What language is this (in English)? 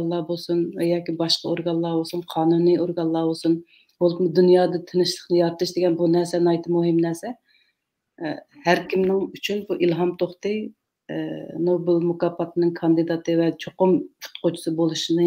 Uyghur